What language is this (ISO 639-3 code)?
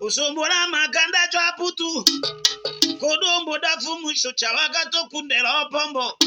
tll